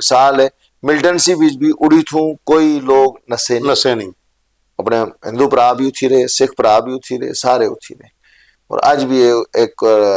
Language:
Dogri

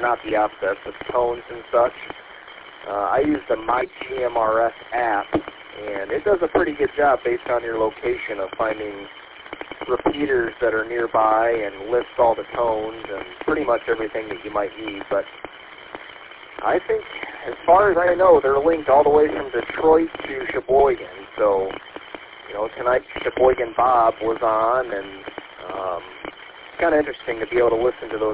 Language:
English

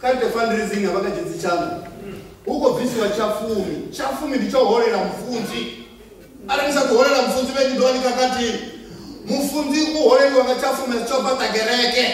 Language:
Venda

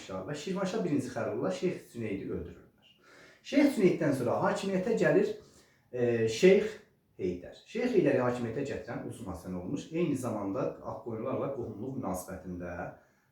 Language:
Azerbaijani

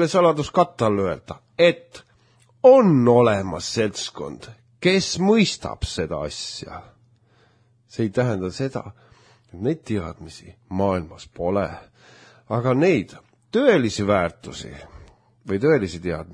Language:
Estonian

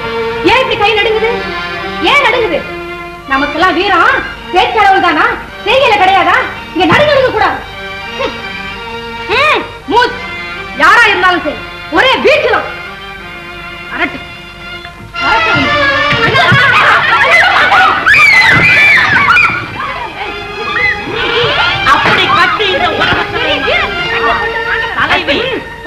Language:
Tamil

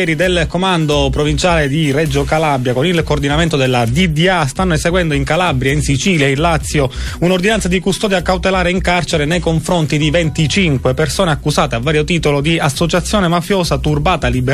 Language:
Italian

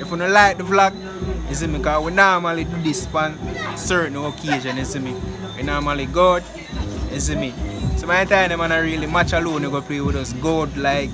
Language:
Jamaican Creole English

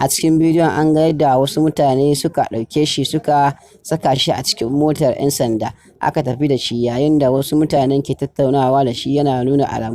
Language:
Hausa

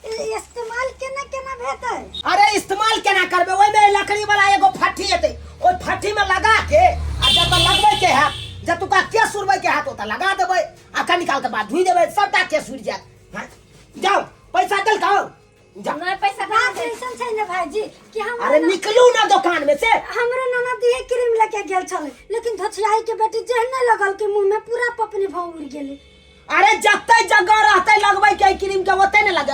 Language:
Maithili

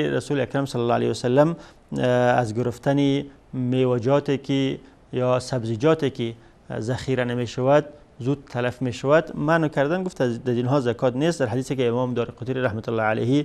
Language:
Persian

